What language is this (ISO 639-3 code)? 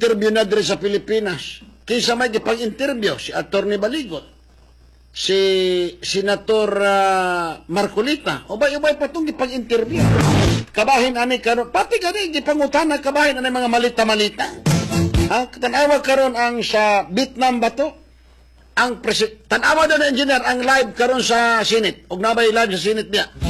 ceb